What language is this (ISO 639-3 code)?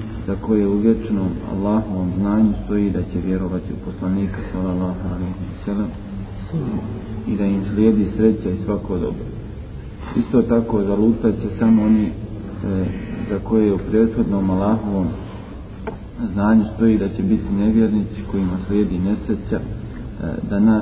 bos